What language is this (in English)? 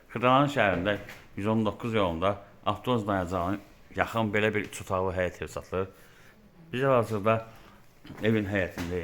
Azerbaijani